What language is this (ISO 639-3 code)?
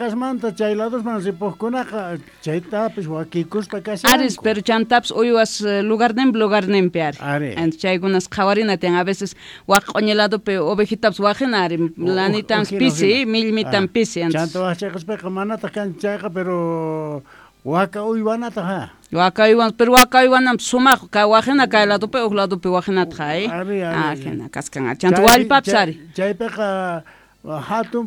que